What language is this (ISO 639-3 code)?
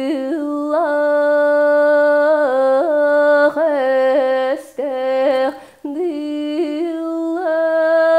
sah